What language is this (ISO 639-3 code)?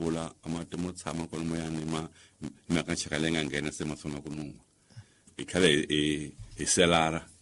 tso